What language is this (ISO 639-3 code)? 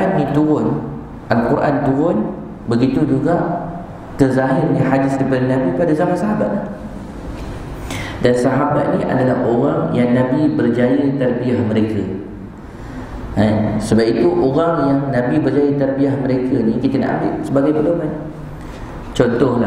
msa